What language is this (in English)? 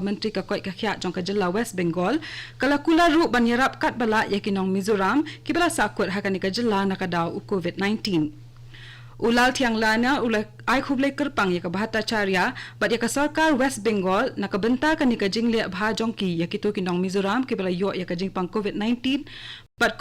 Khasi